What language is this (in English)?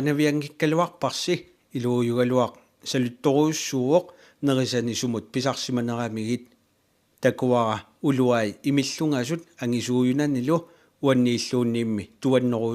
Kalaallisut